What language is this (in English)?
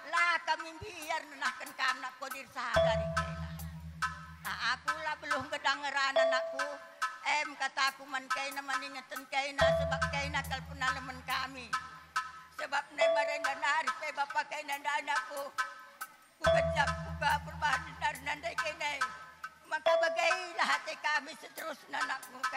Batak Karo